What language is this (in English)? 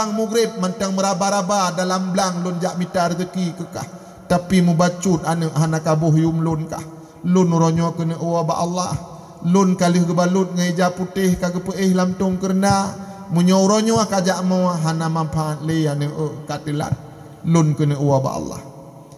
Achinese